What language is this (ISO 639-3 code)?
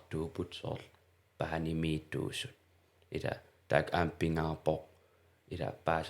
kal